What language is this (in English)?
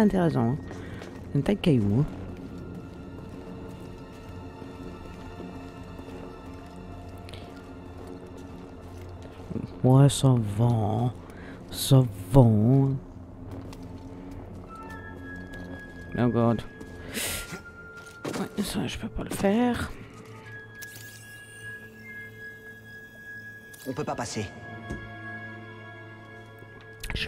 French